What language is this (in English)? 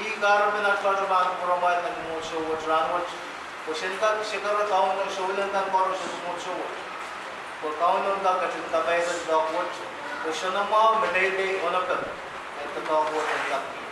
Pohnpeian